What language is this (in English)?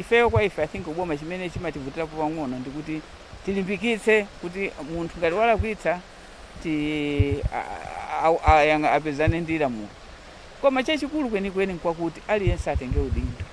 Nyanja